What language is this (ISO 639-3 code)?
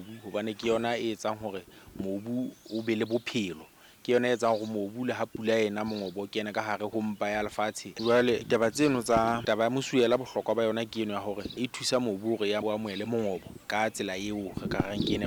sot